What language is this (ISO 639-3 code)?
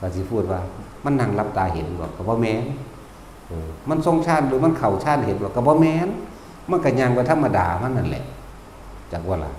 tts